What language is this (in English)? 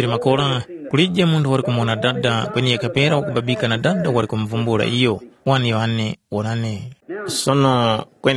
Tumbuka